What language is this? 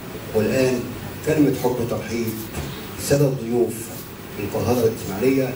Arabic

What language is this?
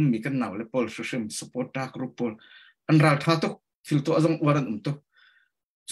Hakha Chin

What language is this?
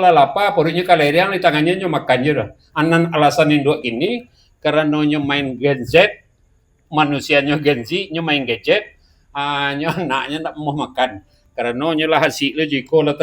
Minangkabau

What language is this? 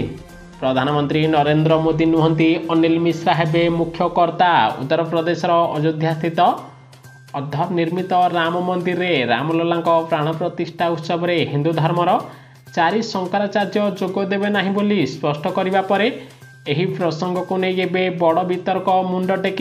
Odia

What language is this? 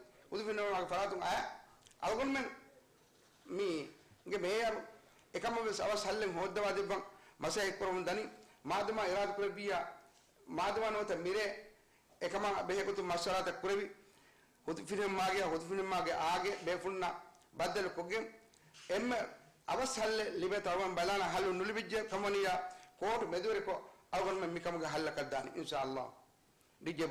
Divehi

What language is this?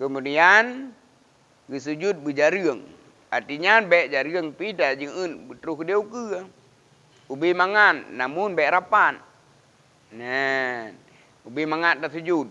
Achinese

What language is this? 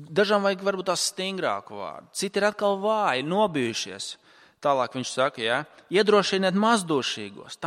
Latvian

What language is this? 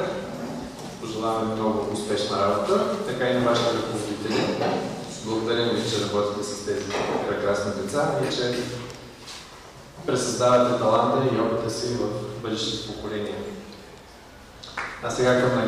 Bulgarian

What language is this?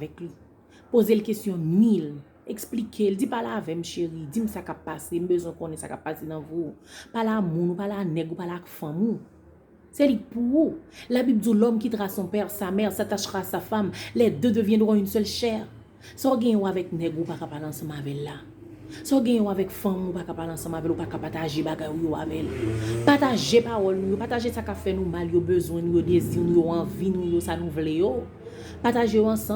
Haitian Creole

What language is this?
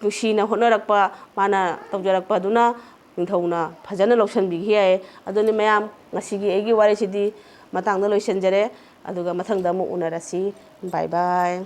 Manipuri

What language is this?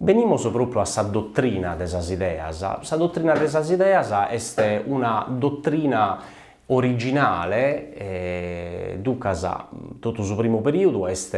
Sardinian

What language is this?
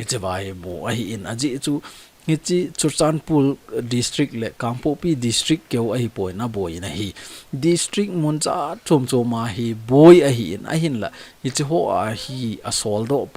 Thado Chin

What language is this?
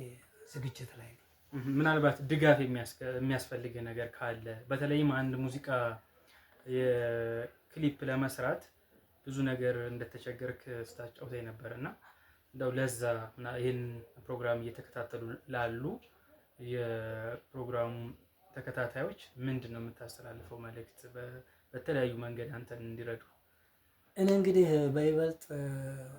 Amharic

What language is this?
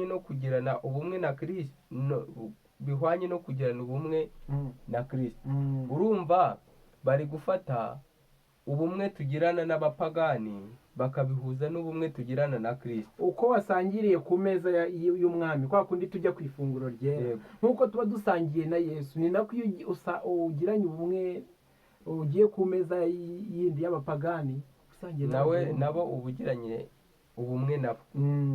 Kinyarwanda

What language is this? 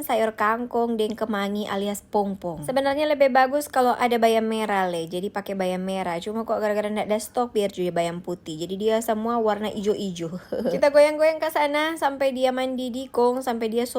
Manado Malay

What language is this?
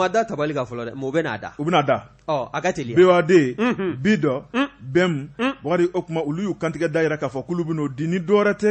Bambara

